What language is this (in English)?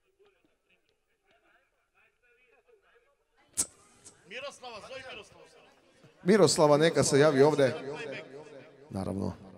Croatian